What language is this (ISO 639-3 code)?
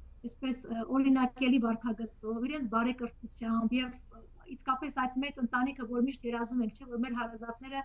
hyw